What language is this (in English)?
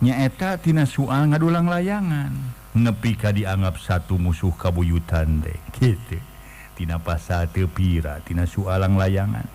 Sundanese